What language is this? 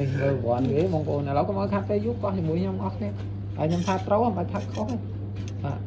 Khmer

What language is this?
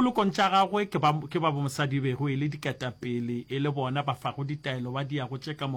Northern Sotho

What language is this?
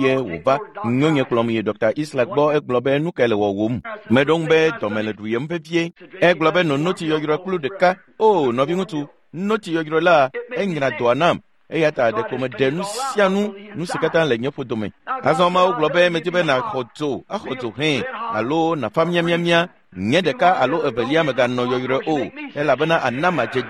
Ewe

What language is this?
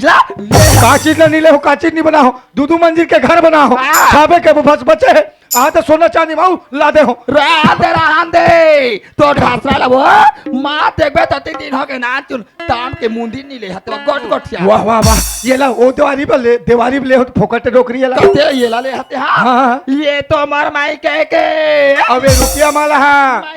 Chhattisgarhi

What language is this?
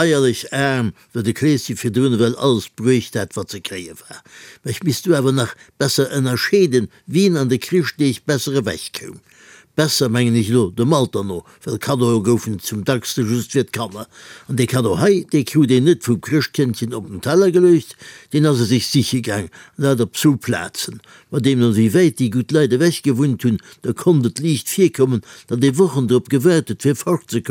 Luxembourgish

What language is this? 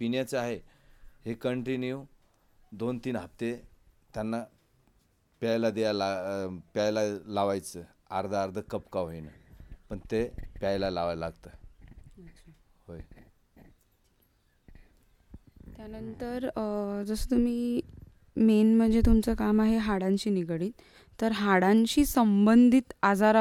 Marathi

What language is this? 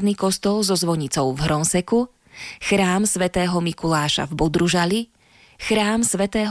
Slovak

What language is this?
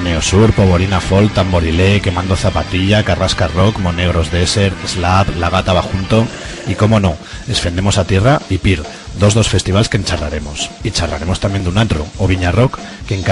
Aragonese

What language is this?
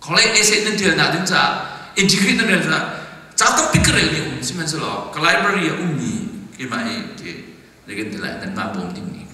Hakha Chin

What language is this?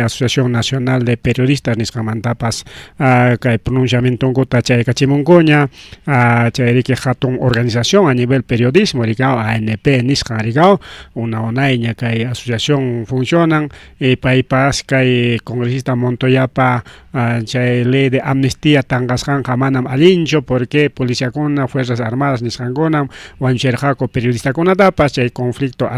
Ayacucho Quechua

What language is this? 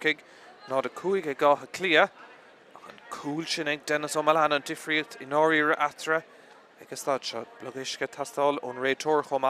Irish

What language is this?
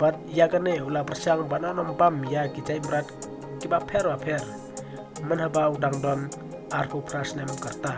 Khasi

